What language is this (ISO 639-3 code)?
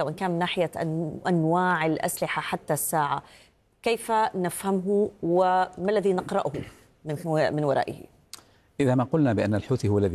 ara